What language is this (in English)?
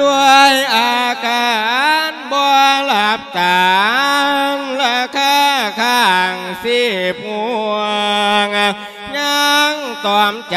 Lao